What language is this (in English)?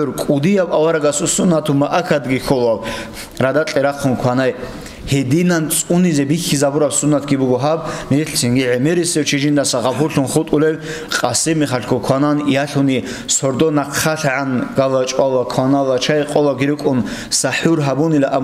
Avaric